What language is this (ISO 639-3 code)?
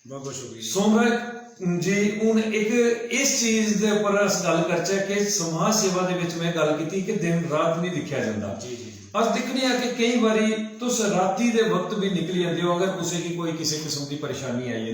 doi